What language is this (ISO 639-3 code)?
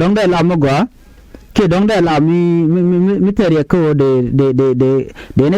nus